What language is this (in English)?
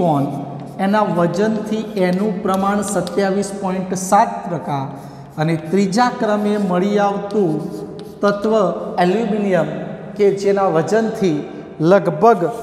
Gujarati